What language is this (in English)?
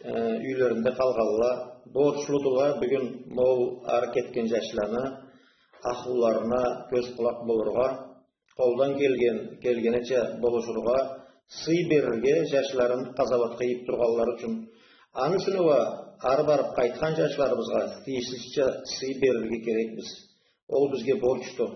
Karachay-Balkar